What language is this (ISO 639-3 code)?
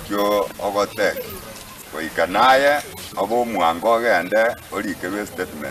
guz